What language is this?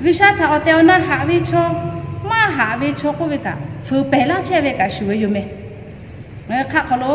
Lahu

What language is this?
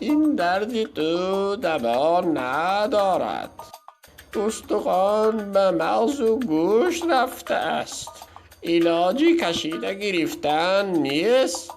Tajik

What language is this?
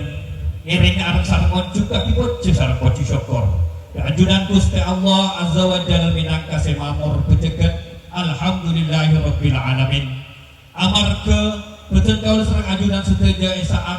Madurese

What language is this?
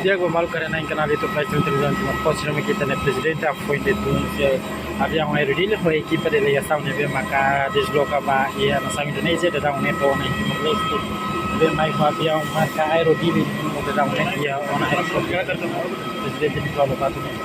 Tetum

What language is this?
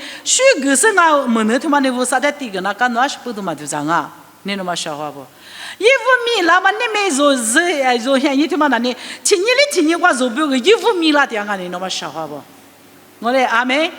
Lisu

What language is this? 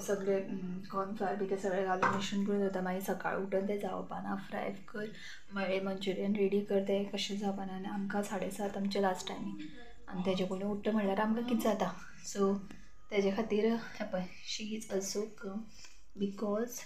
Konkani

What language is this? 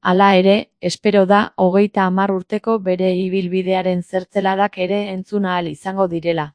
Basque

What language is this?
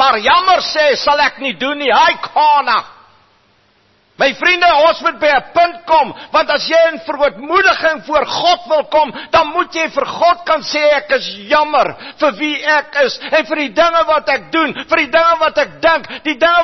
Afrikaans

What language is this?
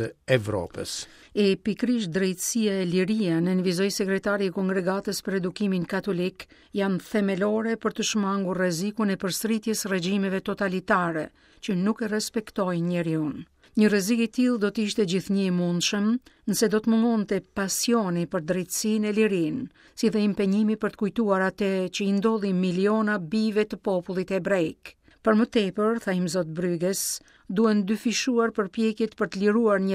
Albanian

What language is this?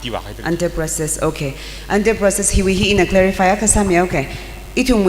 Tangkhul Naga (India)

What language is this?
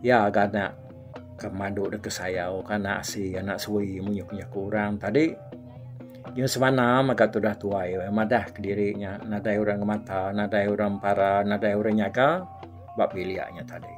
Iban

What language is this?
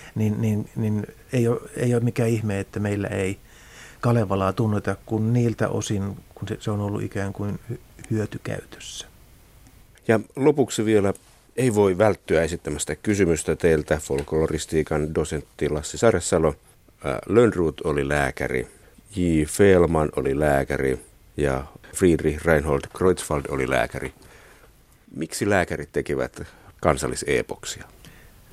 Finnish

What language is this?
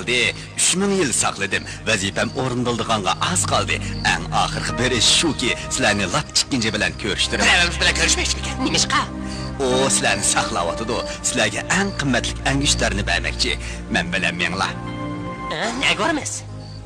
Uyghur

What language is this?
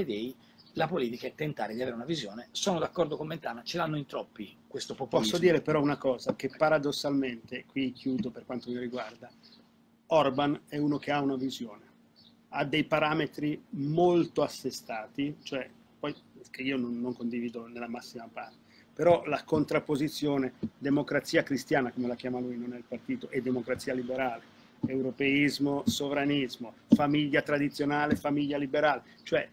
Italian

